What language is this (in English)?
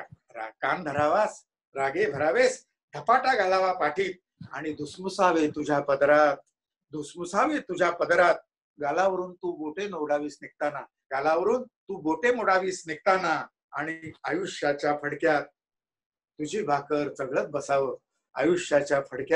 Marathi